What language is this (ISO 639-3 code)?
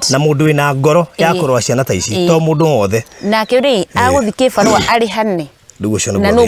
kik